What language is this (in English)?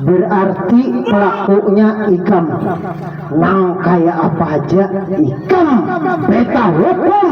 Banjar